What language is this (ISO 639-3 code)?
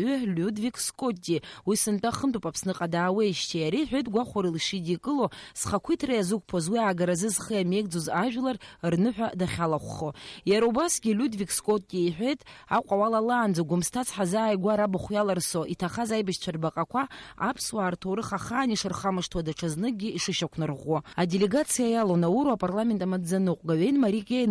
abk